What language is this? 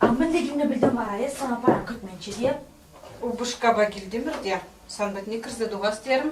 Chuvash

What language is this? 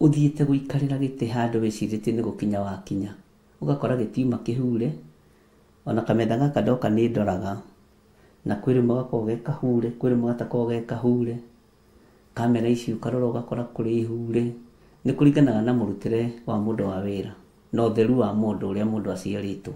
Kikuyu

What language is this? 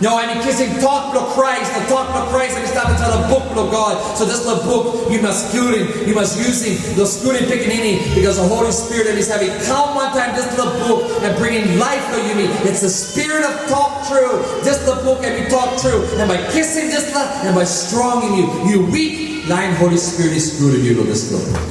Tok Pisin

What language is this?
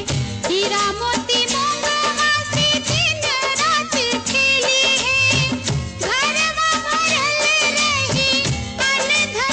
Bhojpuri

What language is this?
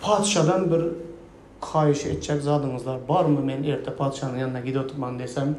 Turkmen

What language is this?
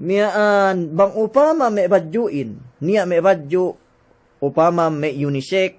Yakan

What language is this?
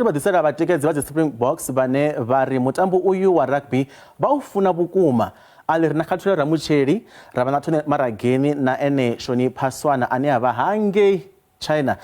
Venda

